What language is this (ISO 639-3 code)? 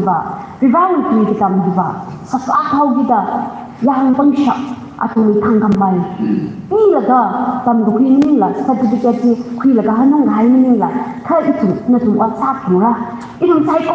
nmf